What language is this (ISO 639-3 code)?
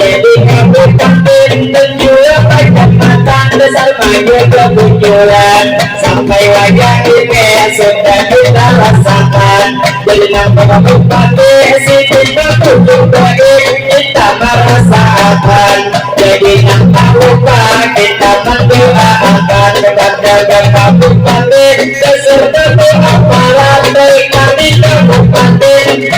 bjn